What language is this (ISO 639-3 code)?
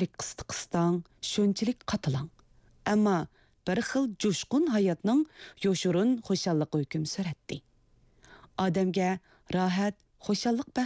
uig